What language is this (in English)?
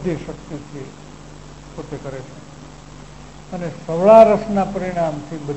Gujarati